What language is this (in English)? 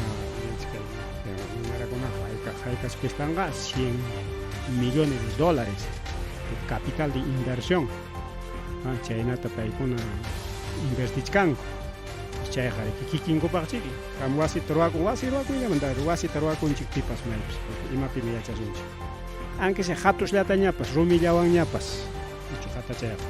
Ayacucho Quechua